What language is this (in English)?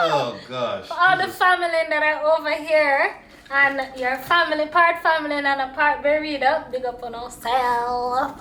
Jamaican Creole English